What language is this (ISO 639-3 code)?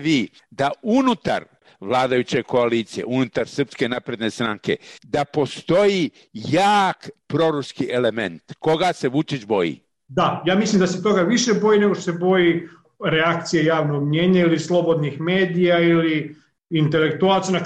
srp